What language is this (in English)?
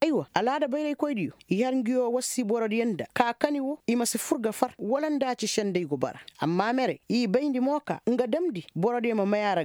Koyraboro Senni